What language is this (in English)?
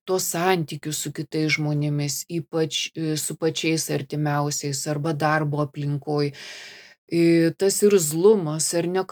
Lithuanian